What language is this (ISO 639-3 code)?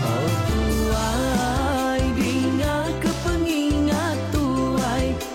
iba